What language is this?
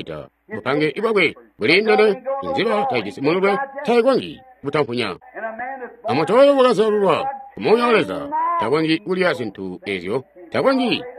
Tonga (Zambia)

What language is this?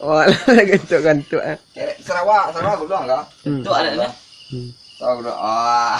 Minangkabau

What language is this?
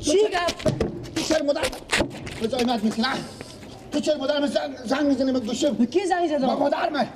Persian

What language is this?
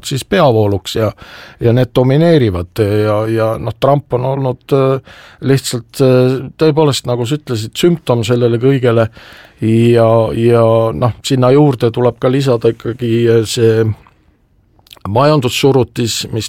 Estonian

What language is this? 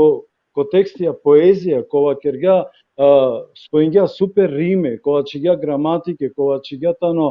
Balkan Romani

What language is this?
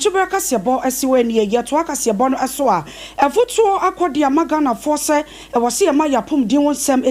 Akan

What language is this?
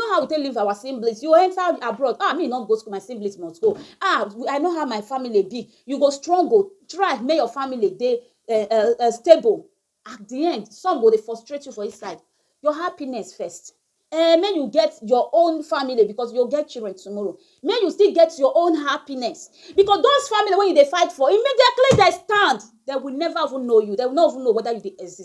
Nigerian Pidgin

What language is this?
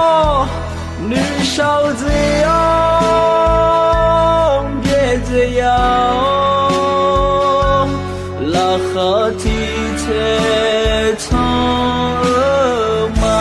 Akha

